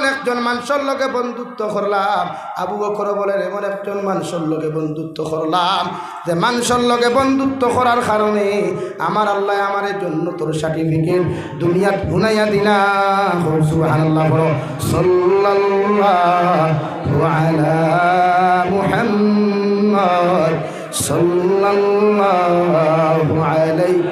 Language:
Sylheti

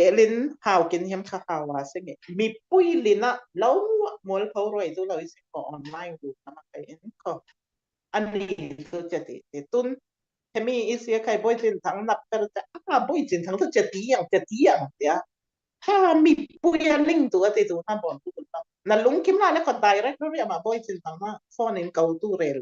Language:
Falam Chin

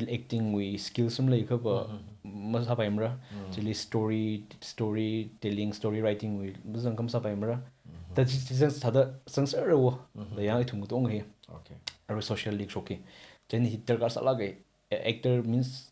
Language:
Tangkhul Naga (India)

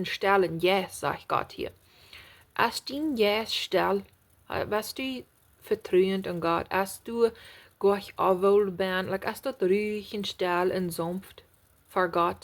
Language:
Plautdietsch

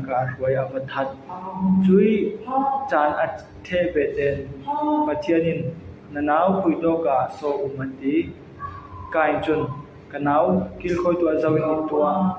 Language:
Falam Chin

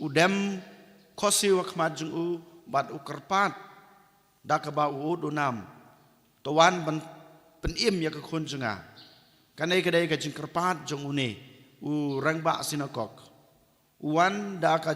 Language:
Khasi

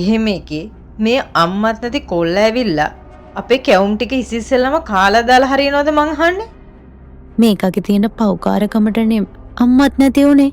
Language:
Sinhala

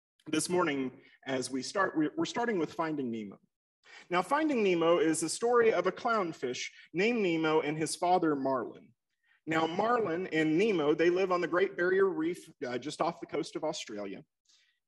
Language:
English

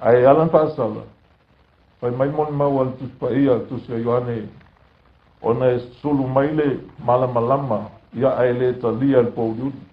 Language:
Samoan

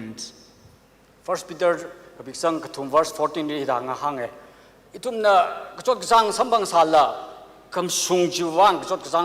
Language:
Tangkhul Naga (India)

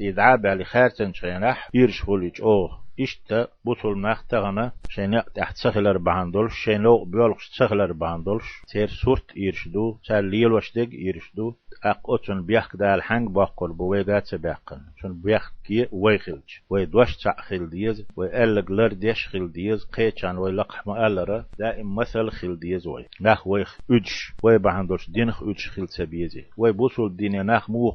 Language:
Chechen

